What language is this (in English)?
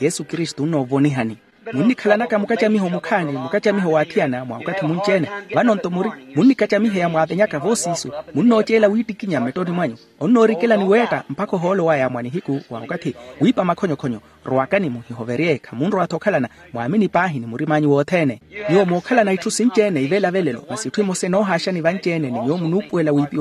Makhuwa